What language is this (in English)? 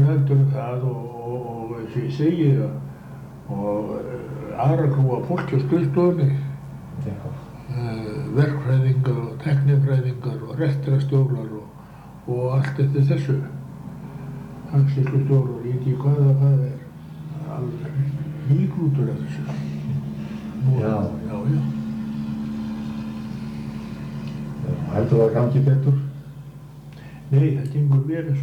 Icelandic